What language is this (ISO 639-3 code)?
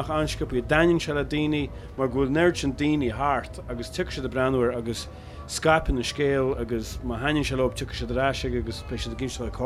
gle